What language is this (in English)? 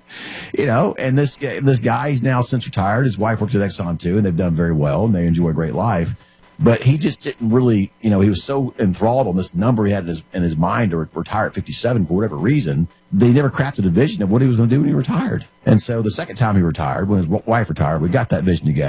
English